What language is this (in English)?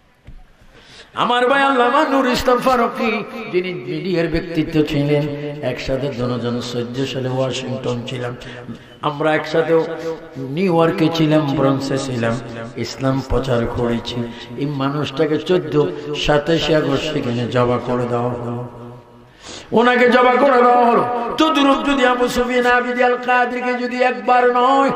Bangla